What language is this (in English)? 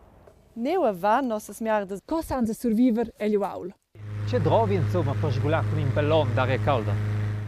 Romansh